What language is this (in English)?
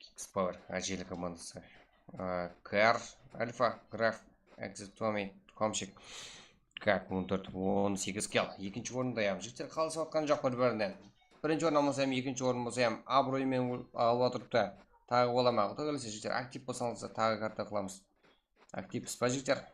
Kara-Kalpak